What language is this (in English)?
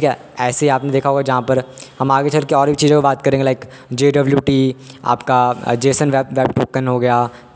Hindi